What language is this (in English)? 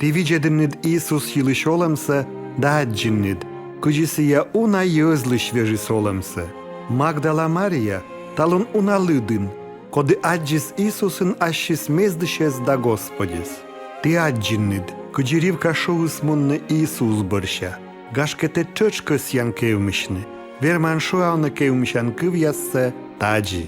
Komi